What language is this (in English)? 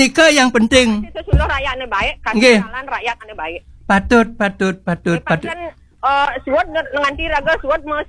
Balinese